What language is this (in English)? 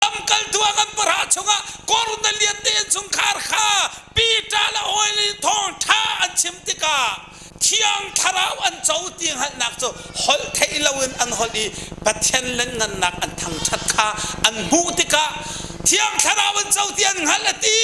Hakha Chin